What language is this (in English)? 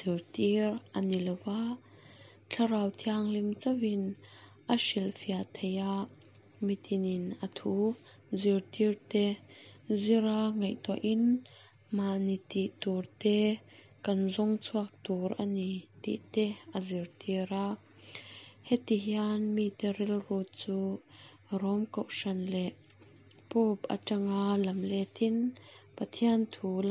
Mizo